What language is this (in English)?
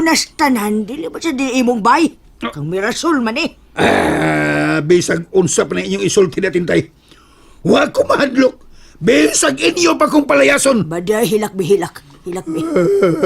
Cebuano